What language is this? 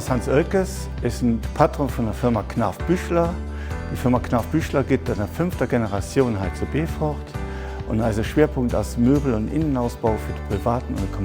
Luxembourgish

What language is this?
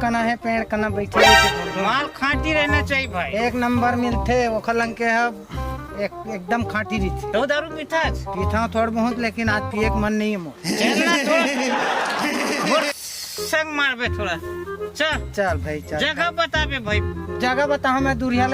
Chhattisgarhi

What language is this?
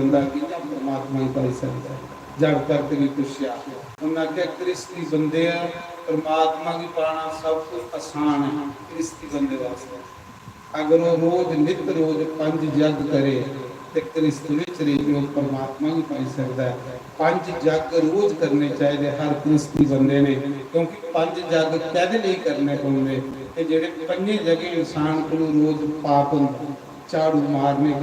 Dogri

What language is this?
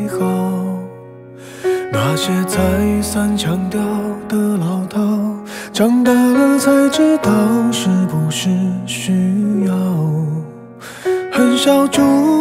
Chinese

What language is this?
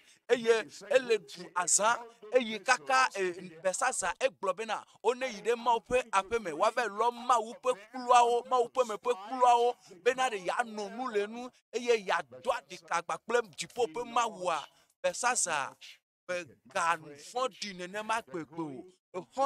Ewe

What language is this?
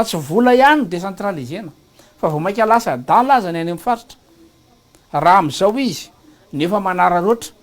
Malagasy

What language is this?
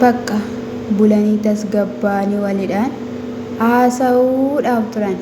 Oromo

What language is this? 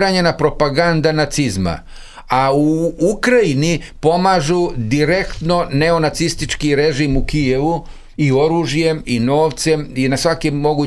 Serbian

